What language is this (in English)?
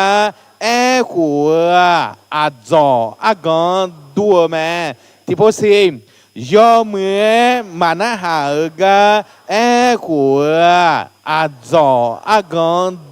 Akha